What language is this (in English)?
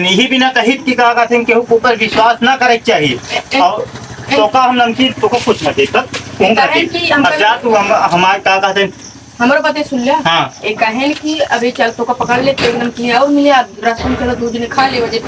Awadhi